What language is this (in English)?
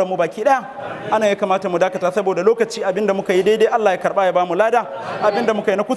Hausa